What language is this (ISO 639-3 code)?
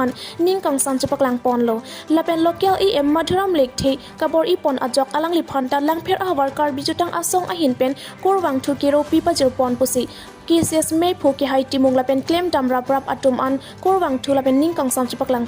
mjw